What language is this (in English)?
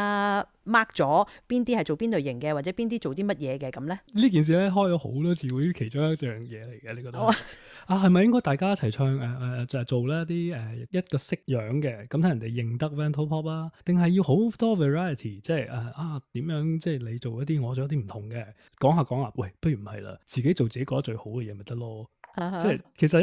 Cantonese